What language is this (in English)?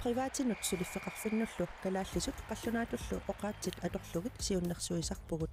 Kalaallisut